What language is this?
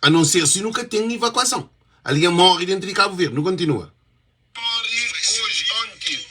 Kabuverdianu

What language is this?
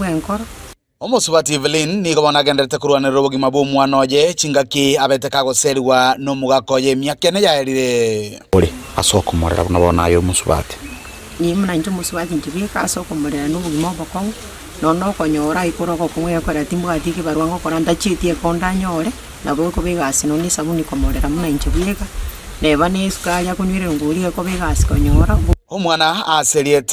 Gusii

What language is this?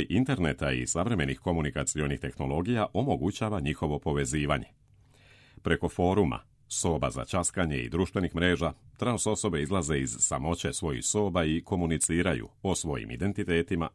Serbian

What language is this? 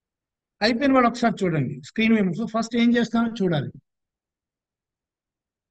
Telugu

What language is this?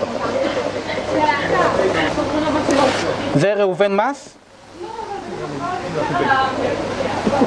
Hebrew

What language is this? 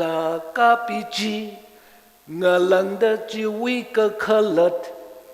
Tangkhul Naga (India)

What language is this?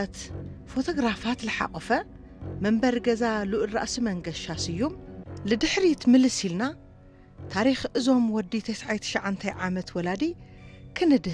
Tigrinya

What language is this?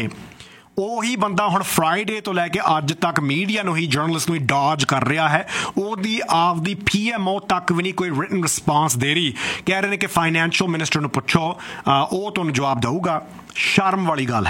Punjabi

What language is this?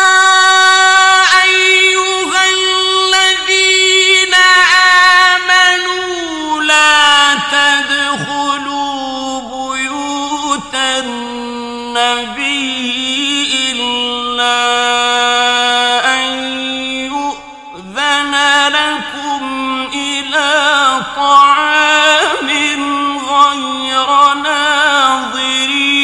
Arabic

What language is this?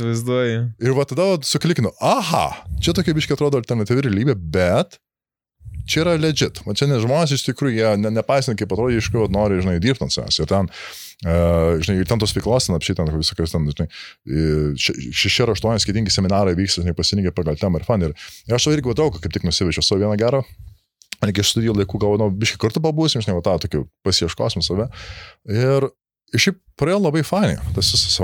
Lithuanian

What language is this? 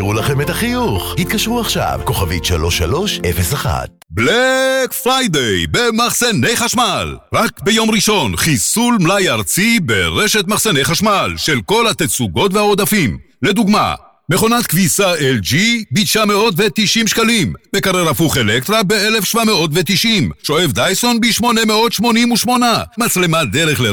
Hebrew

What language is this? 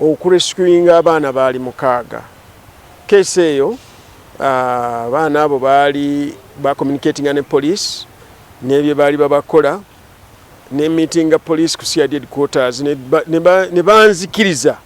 Ganda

